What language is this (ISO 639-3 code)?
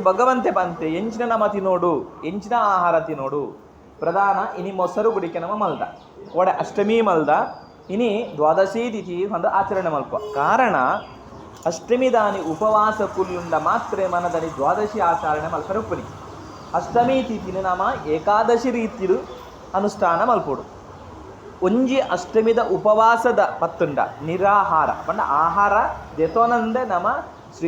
tcy